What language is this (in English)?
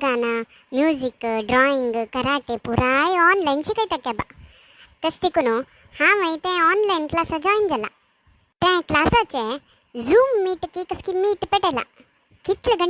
Konkani